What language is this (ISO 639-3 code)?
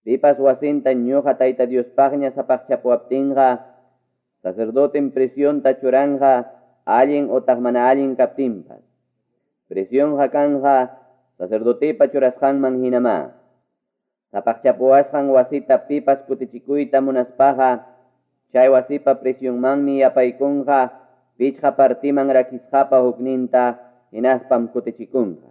quy